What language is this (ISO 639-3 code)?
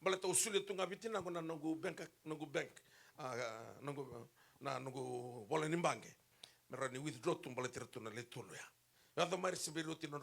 fij